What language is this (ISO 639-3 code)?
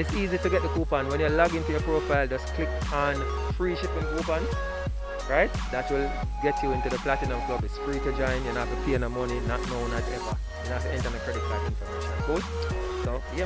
jam